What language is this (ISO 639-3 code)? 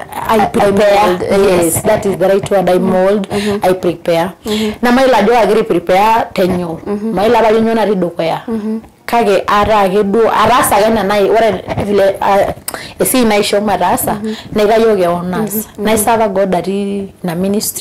mas